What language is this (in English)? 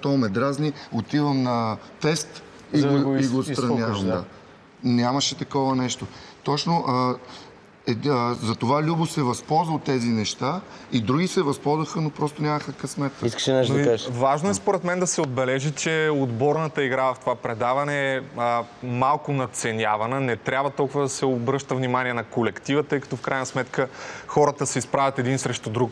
Bulgarian